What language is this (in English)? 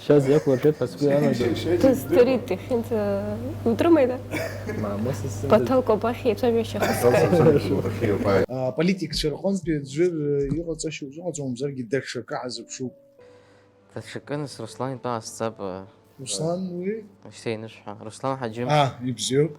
Abkhazian